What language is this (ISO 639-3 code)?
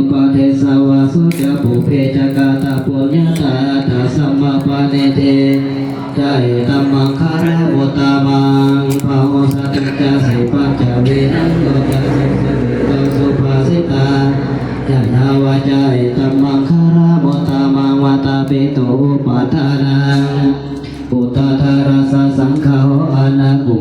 pli